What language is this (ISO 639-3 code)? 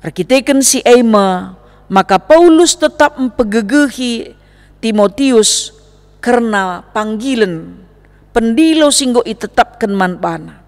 btx